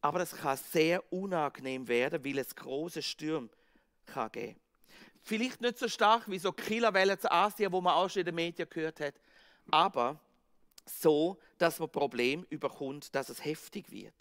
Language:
Swiss German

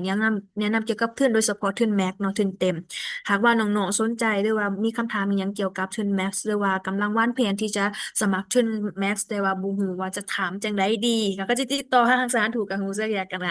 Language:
Lao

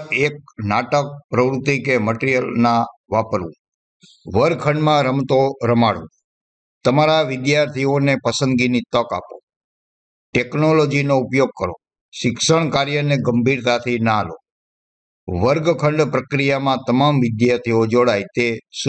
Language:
Gujarati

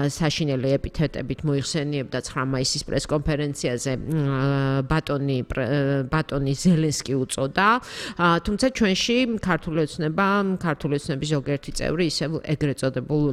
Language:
Georgian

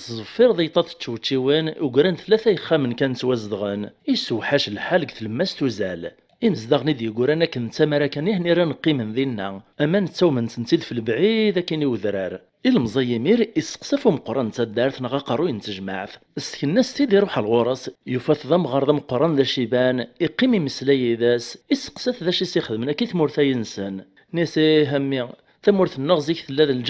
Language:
Kabyle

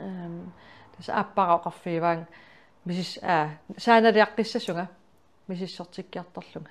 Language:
Kalaallisut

